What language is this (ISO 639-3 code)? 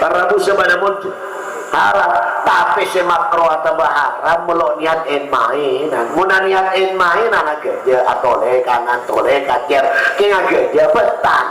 mad